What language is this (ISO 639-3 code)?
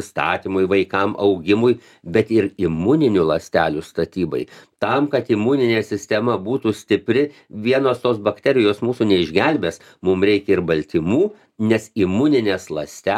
lit